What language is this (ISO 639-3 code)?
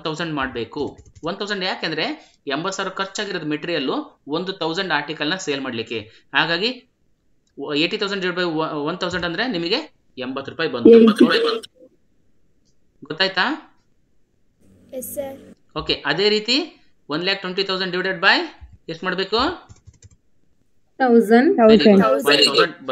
kan